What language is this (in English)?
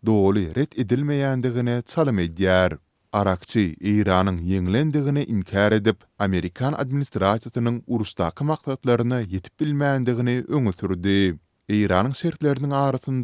Turkmen